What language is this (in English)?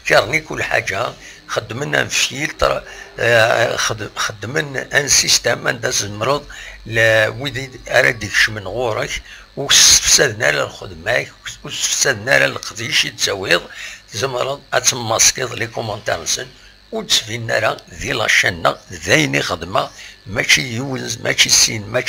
Kabyle